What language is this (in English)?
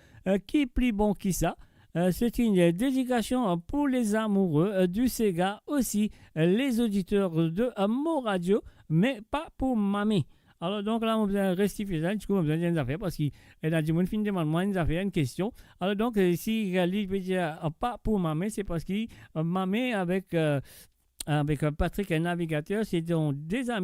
Morisyen